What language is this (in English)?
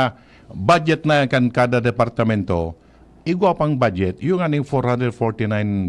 Bikol